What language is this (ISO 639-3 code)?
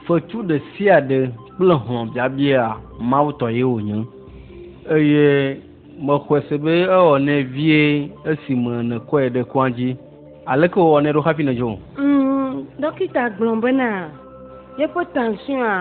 ewe